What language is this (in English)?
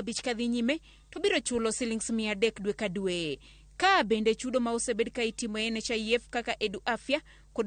Luo (Kenya and Tanzania)